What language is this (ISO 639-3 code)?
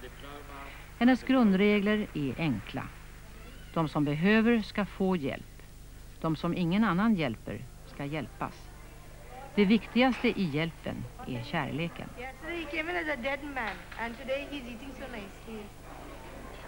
swe